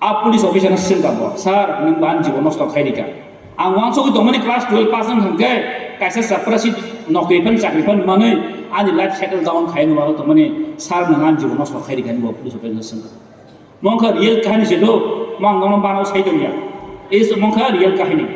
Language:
Kok Borok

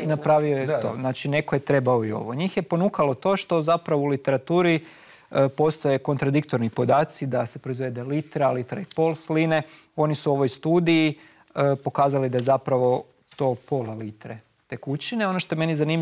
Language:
Croatian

